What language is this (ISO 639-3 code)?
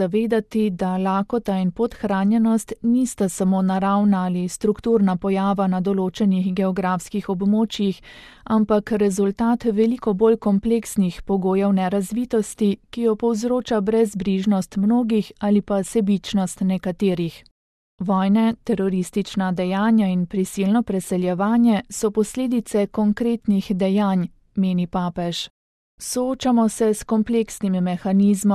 slv